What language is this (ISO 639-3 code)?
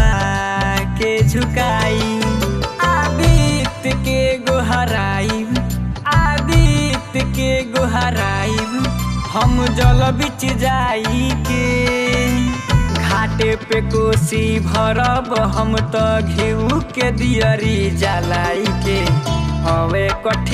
bho